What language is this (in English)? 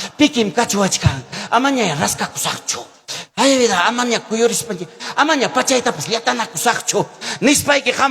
Ayacucho Quechua